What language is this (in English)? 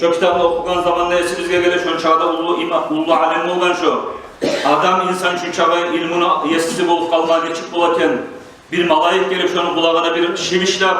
Kumyk